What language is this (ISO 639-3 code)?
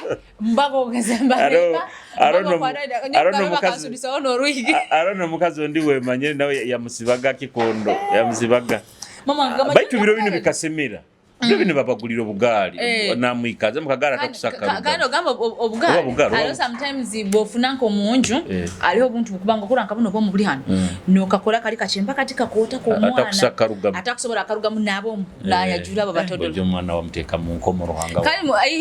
nyo